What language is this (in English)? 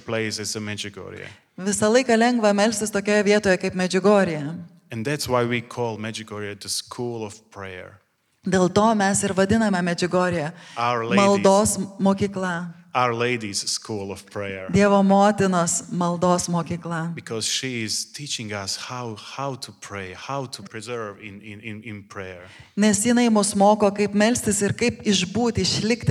Lithuanian